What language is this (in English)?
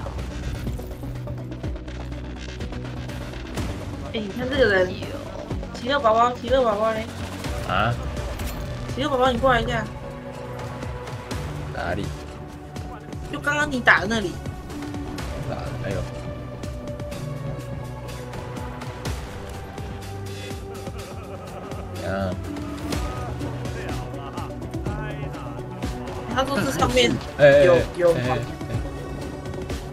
Chinese